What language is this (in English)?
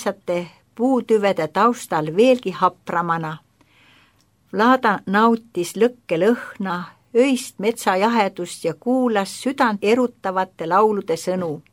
Estonian